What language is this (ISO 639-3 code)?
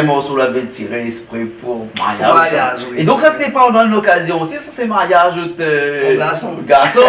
rcf